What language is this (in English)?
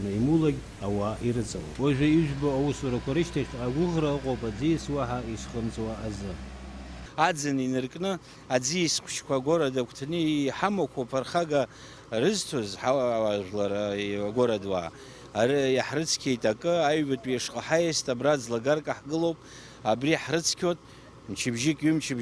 Abkhazian